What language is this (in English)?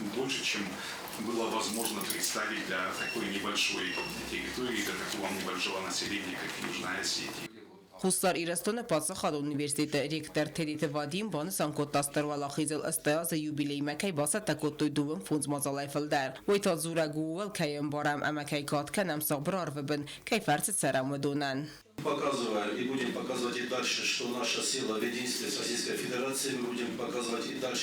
Ossetic